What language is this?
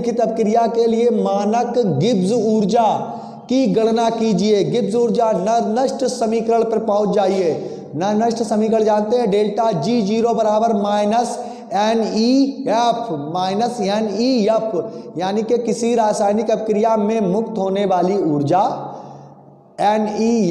Hindi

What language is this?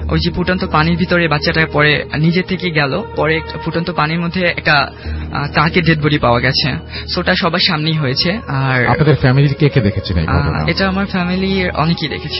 Bangla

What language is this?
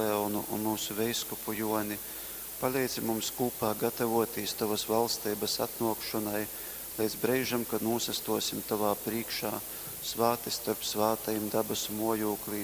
Latgalian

